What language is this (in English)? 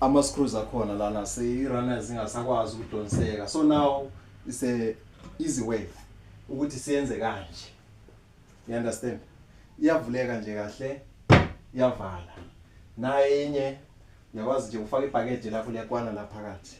Zulu